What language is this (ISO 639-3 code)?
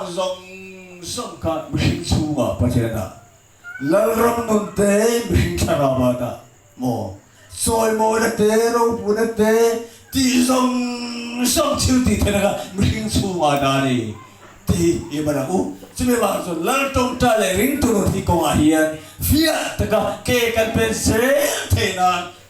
lus